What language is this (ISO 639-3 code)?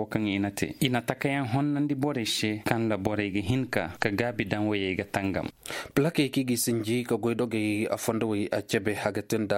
ses